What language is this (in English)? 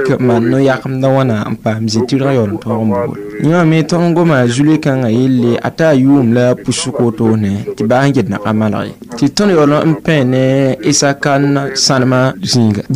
Mossi